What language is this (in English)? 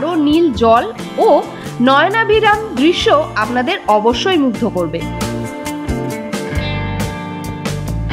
Bangla